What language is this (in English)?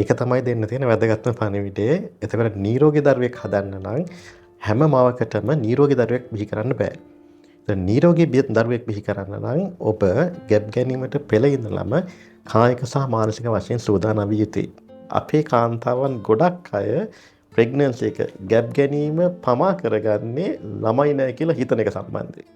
Sinhala